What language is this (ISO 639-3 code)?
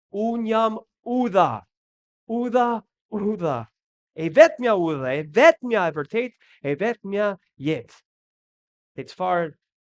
sqi